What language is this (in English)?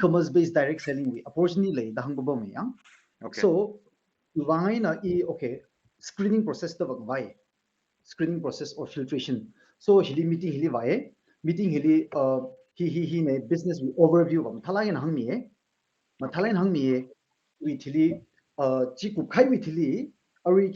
Tangkhul Naga (India)